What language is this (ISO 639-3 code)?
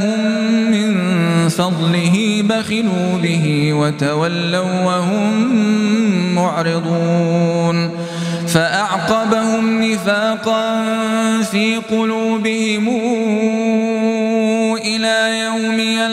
ara